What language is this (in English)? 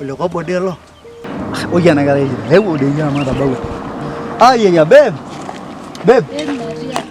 Masai